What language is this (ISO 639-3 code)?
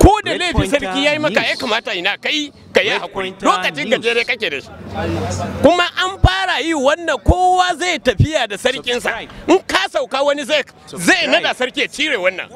hau